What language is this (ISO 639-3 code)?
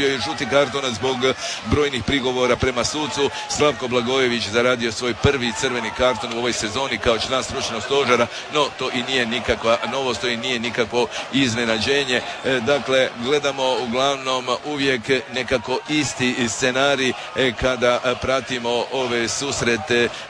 hrv